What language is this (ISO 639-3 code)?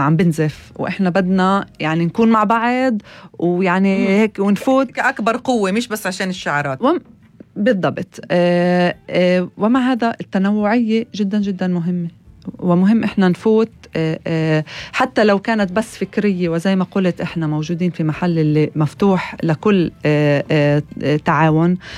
apc